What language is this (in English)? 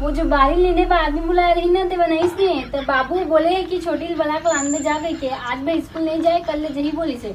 Chhattisgarhi